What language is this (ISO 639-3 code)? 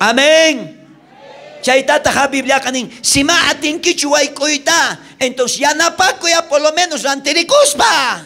quh